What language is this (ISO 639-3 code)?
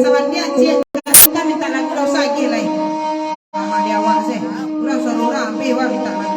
min